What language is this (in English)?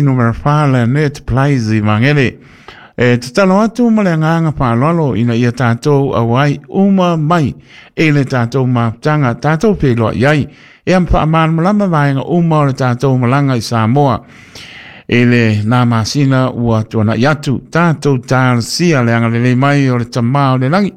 Samoan